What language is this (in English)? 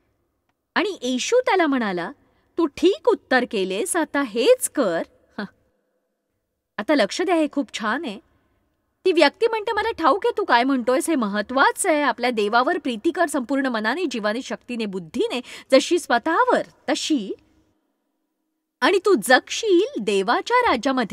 Marathi